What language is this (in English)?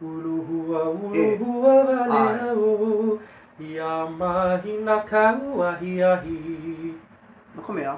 Hawaiian